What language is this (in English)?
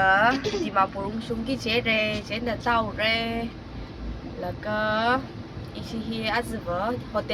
Tangkhul Naga (India)